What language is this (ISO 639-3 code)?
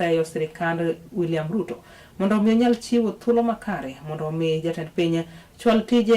luo